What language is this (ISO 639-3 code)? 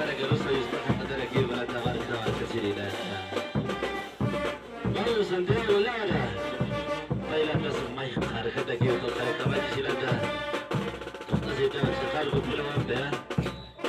spa